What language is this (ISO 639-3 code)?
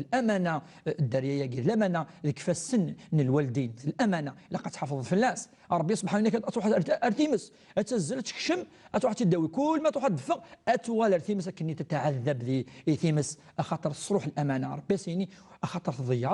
kab